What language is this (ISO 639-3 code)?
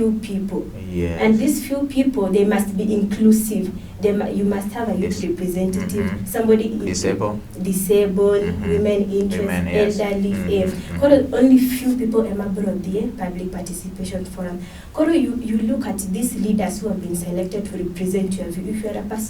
luo